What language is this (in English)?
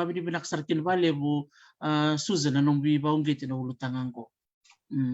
Fijian